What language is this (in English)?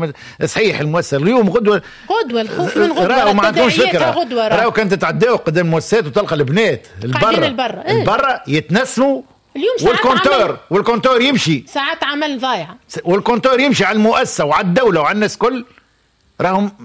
Tunisian Arabic